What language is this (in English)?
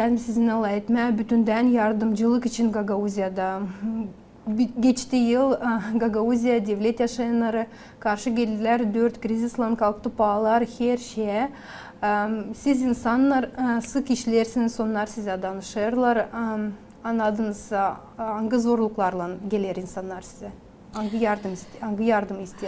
Gagauz